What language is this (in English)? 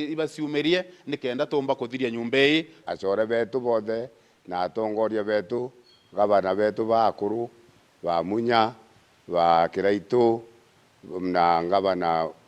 Meru